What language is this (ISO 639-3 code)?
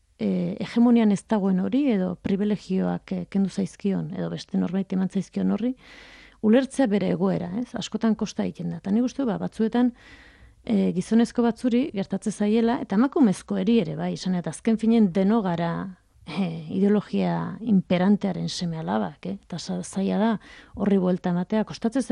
eus